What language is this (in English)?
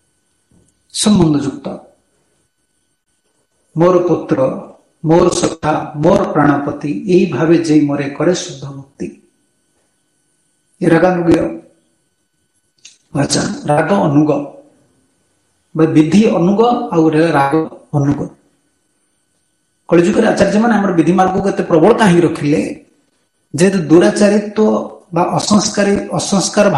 Odia